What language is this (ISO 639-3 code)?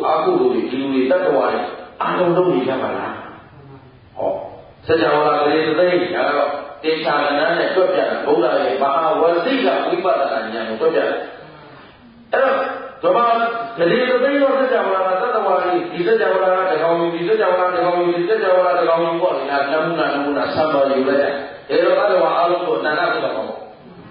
mya